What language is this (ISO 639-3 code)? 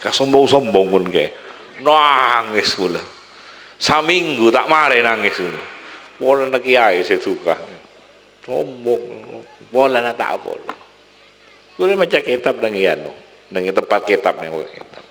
mad